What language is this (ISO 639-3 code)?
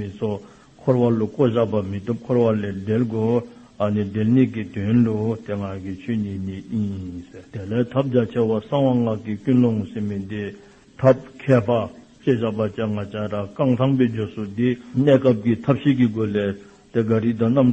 dzo